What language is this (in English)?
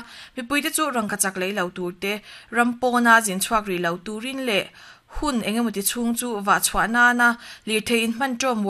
Mizo